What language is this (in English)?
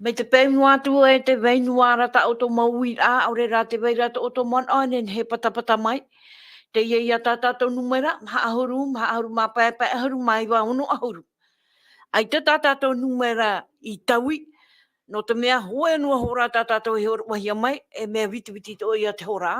Tahitian